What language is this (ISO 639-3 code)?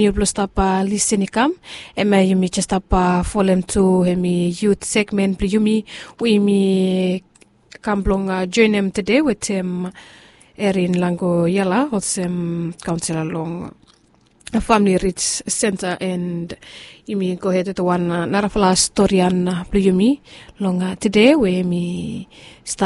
bis